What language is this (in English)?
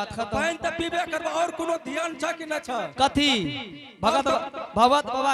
Angika